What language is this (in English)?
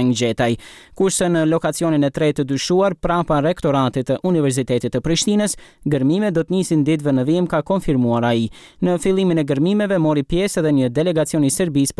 Albanian